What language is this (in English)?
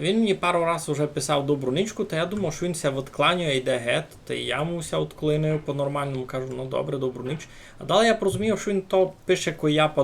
Rusyn